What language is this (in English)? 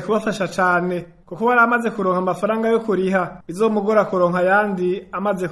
Rundi